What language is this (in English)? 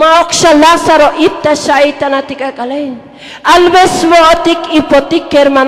Tzotzil